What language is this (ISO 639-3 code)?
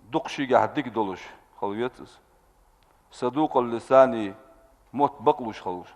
inh